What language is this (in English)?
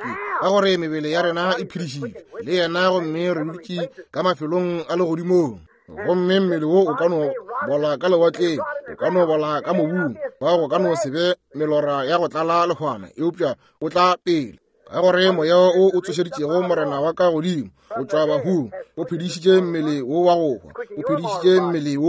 Northern Sotho